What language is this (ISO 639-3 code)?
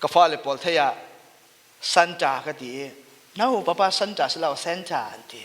cfm